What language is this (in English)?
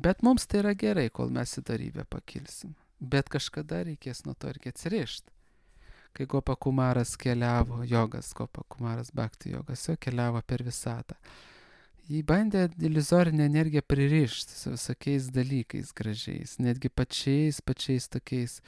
Lithuanian